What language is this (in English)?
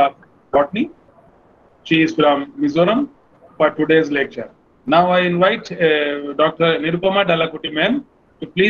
English